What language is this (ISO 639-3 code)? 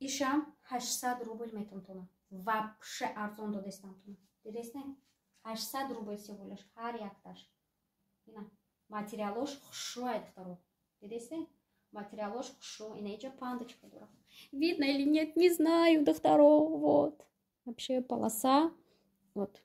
tgk